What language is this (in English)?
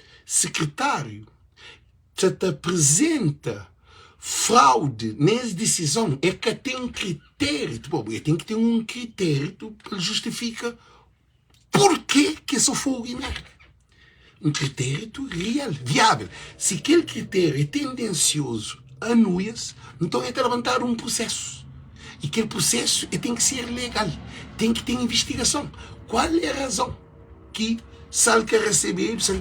Kabuverdianu